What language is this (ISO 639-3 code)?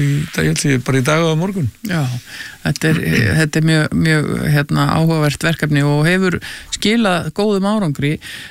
isl